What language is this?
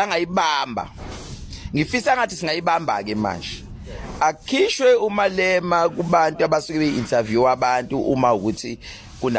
Zulu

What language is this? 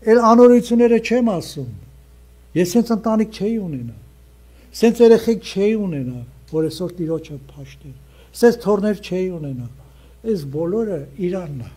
Armenian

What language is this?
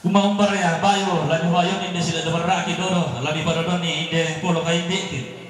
Toraja-Sa'dan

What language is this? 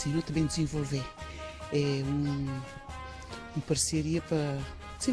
Kabuverdianu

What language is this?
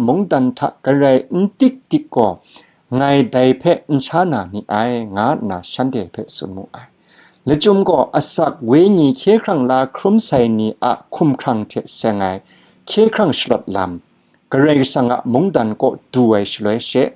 Kachin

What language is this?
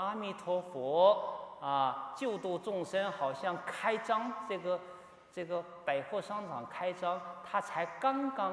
Chinese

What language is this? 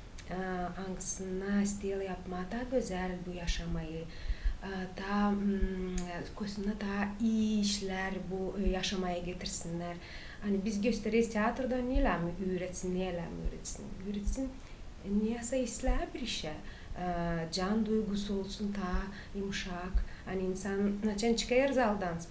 Gagauz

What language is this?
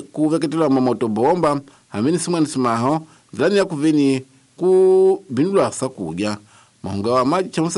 Tsonga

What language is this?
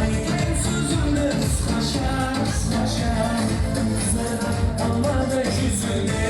Kara-Kalpak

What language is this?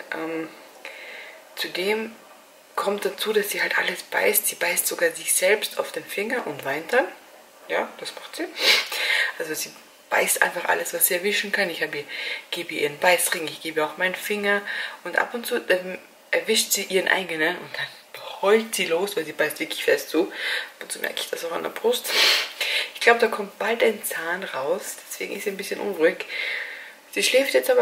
German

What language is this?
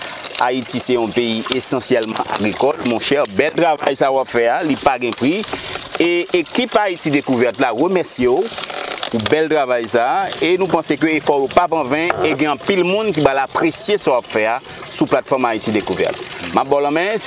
Haitian Creole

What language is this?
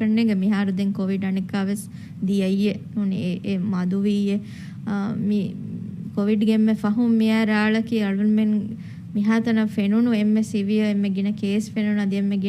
Divehi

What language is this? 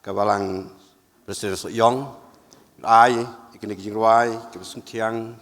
Khasi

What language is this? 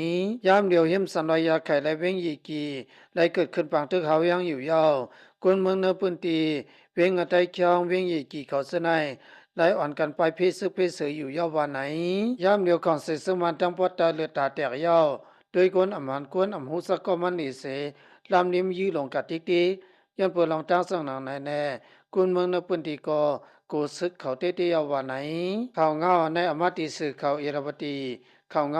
Shan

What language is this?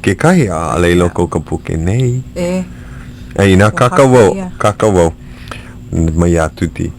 Hawaiian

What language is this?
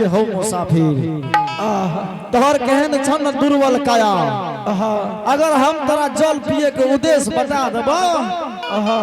Angika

